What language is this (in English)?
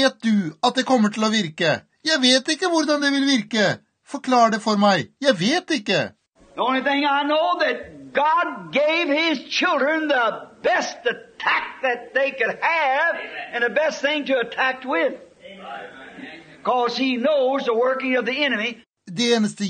Norwegian